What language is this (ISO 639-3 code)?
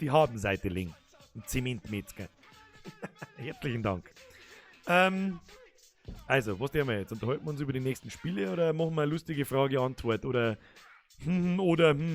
bar